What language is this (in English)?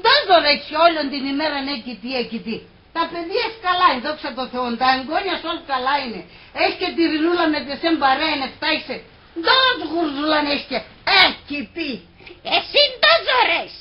Pontic